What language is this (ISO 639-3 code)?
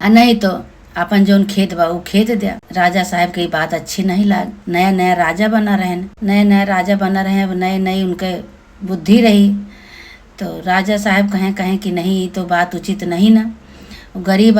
awa